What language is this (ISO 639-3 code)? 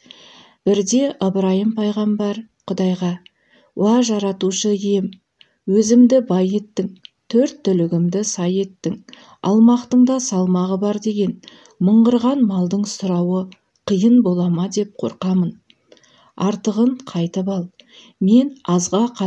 kaz